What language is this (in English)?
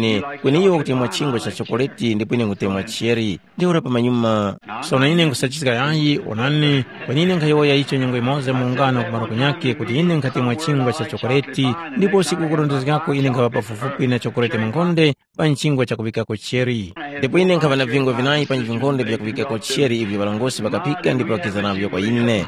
Tumbuka